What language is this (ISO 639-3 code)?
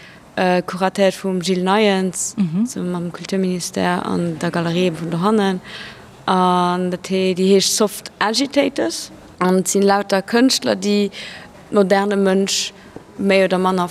ltz